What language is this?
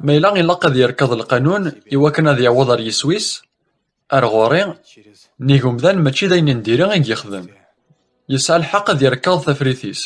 Kabyle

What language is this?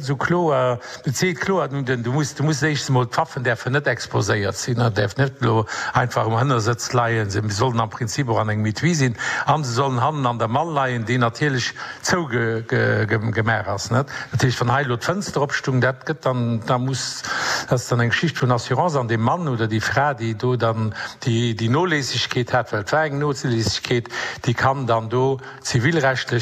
Luxembourgish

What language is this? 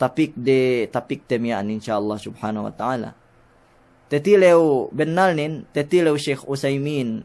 Yakan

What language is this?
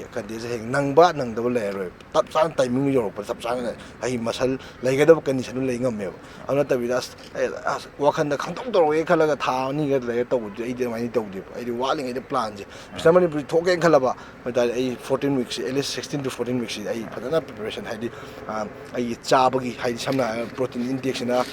Manipuri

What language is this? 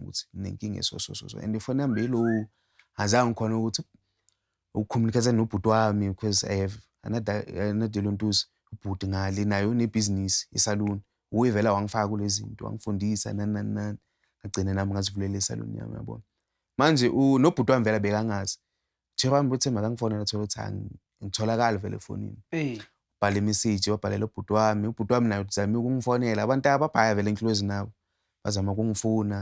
Zulu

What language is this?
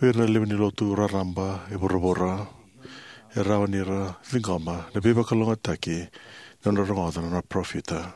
Fijian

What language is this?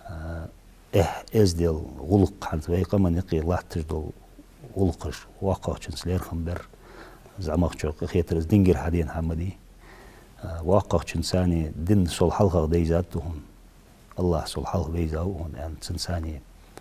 Ingush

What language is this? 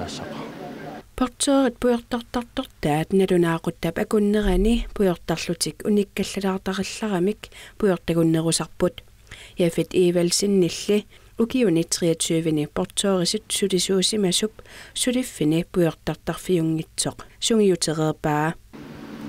Kalaallisut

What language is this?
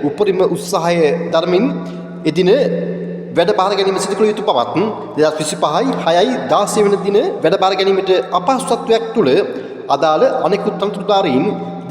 Sinhala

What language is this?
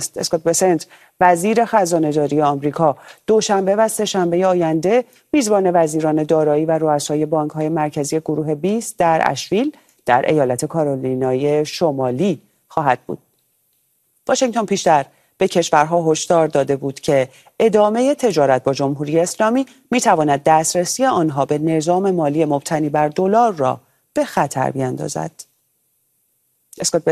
Persian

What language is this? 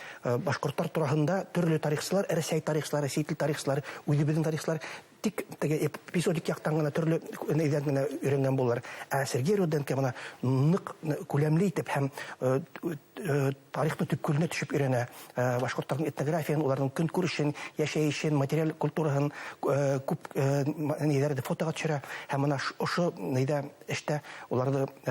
Bashkir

